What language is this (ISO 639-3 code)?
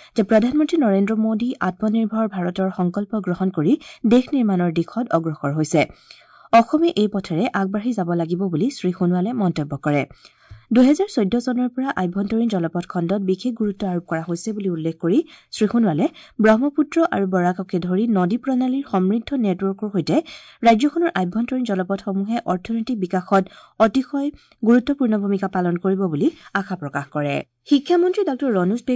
asm